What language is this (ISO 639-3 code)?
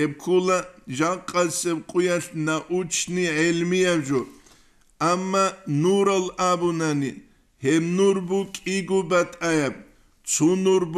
ava